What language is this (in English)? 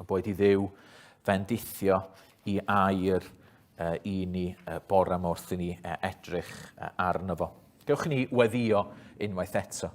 Welsh